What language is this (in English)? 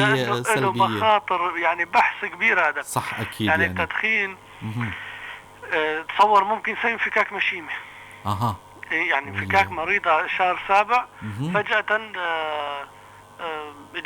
North Levantine Arabic